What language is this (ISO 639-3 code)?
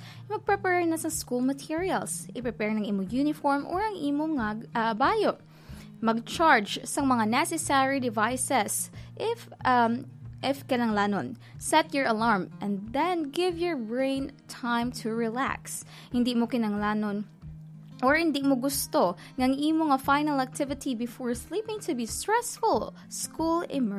hil